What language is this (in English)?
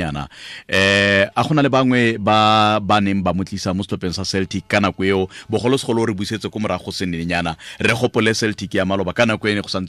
Tswana